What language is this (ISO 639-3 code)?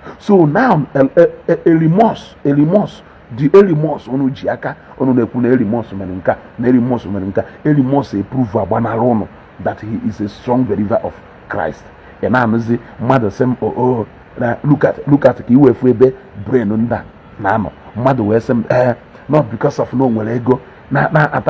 ibo